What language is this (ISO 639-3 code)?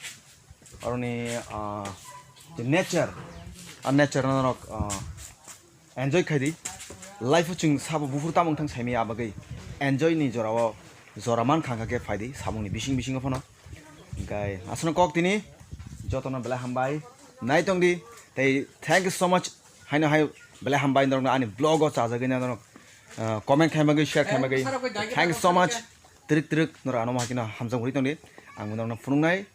trp